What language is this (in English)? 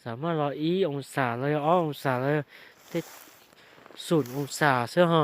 Hmong